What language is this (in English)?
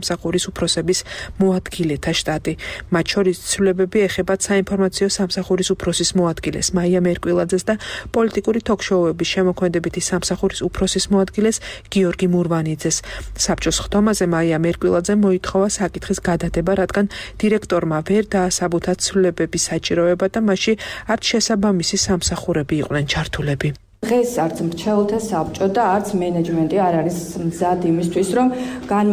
Georgian